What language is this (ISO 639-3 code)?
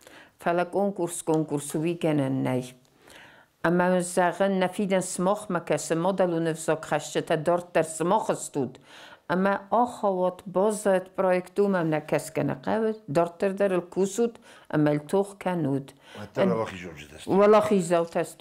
oss